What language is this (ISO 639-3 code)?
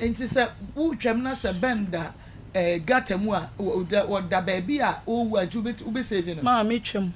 aka